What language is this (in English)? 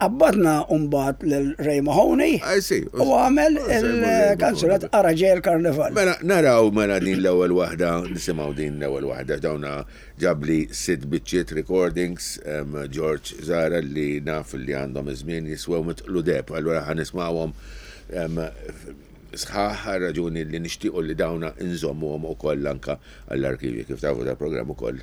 Maltese